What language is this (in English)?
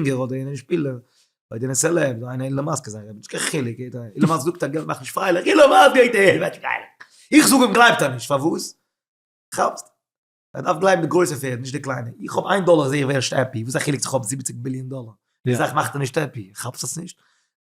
Yiddish